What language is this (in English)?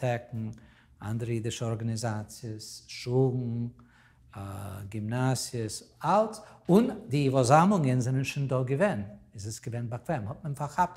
Yiddish